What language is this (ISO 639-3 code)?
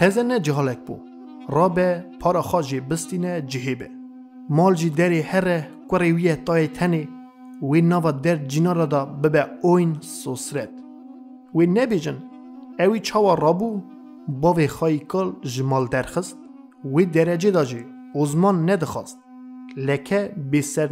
kur